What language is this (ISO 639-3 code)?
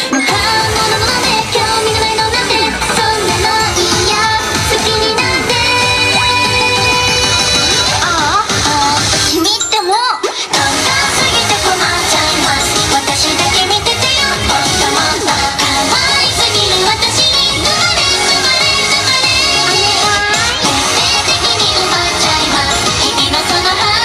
jpn